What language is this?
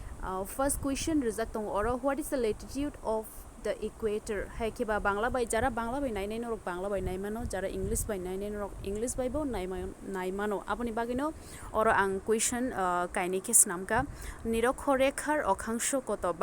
Kok Borok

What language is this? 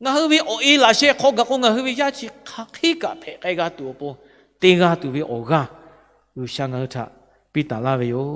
Lahu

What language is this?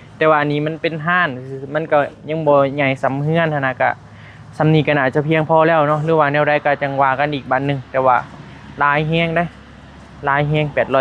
Northeastern Thai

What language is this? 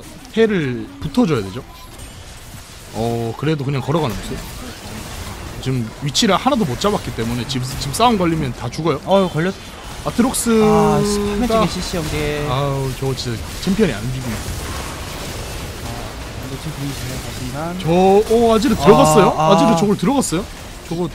Korean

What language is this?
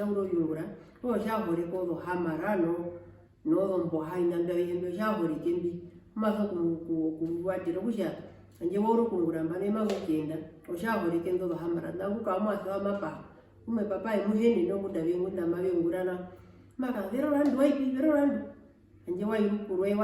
Herero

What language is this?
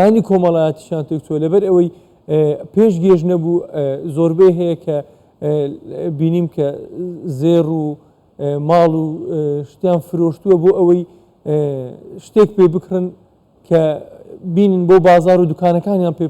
Central Kurdish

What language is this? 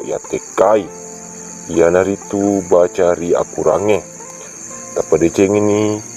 Buginese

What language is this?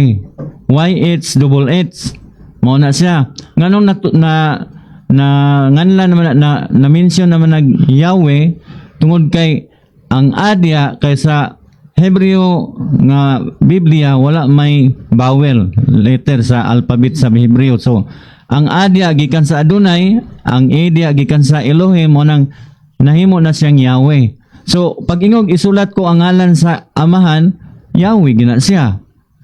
Cebuano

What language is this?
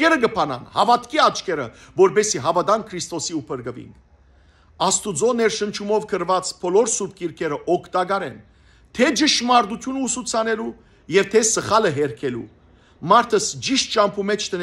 Western Armenian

